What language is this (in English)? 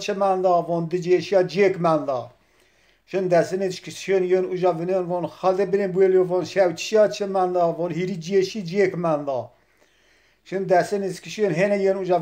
Zaza